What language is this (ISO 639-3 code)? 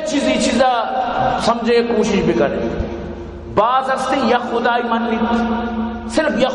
bal